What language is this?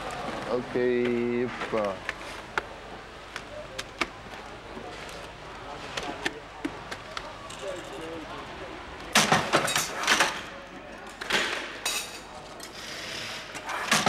Dutch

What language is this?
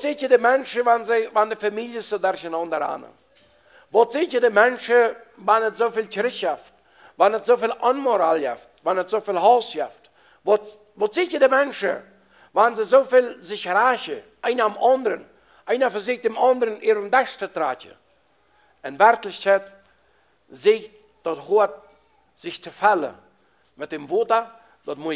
Plautdietsch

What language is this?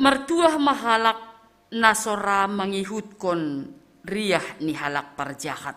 Batak Simalungun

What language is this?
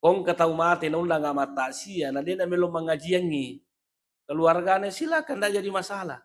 Buginese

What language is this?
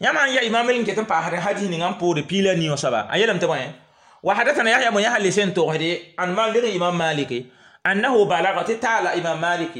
Mossi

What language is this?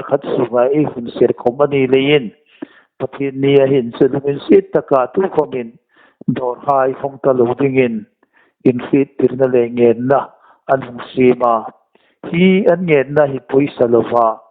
Hmar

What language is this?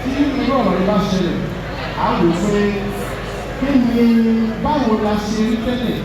Yoruba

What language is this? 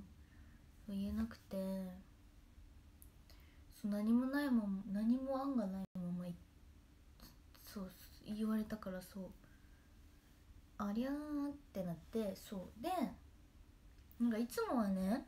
Japanese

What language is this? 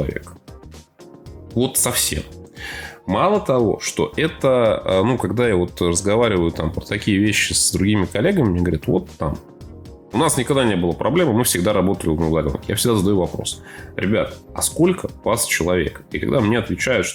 Russian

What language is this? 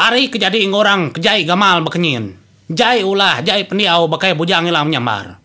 Iban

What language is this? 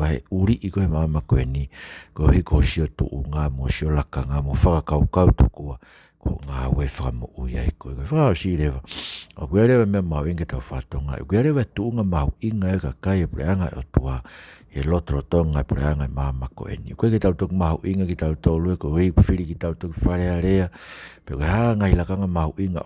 Tongan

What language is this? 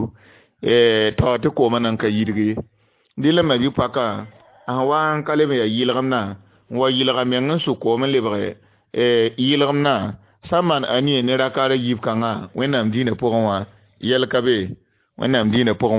Mossi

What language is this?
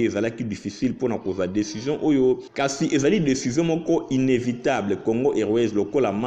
Lingala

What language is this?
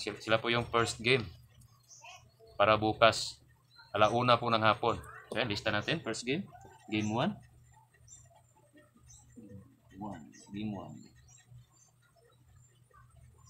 Filipino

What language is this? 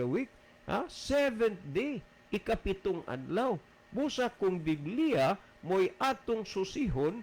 Cebuano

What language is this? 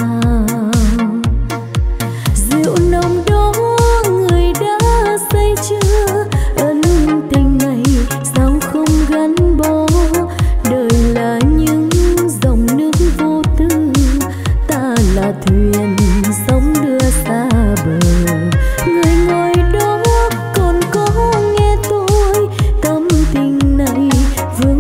Vietnamese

